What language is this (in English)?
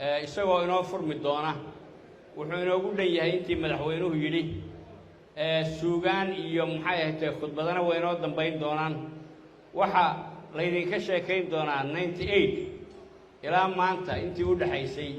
Somali